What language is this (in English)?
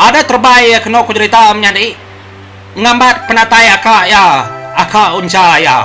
Iban